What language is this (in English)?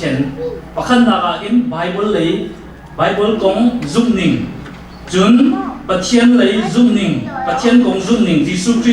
Hakha Chin